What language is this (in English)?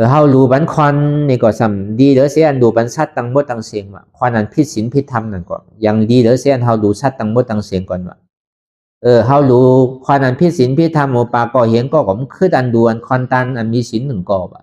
Shan